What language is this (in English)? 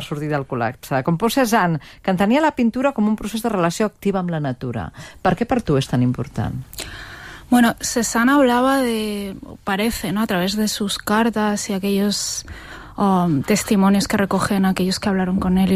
Catalan